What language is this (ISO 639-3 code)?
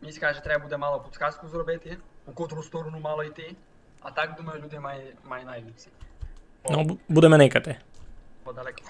rue